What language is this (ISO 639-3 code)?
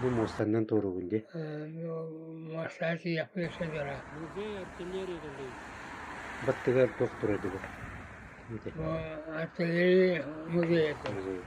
sah